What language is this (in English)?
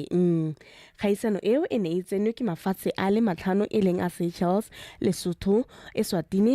Tswana